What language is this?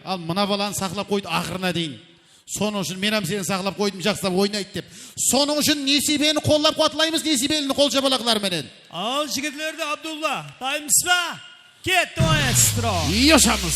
Kara-Kalpak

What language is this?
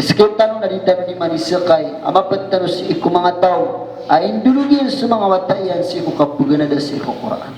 Maranao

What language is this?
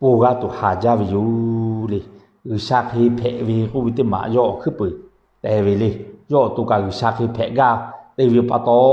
Lahu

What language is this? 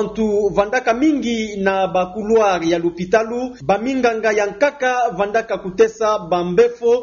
Kituba (Democratic Republic of Congo)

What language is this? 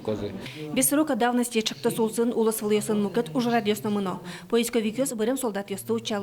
Udmurt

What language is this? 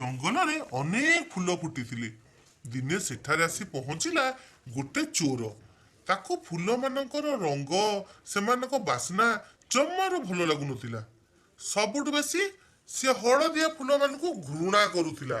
Odia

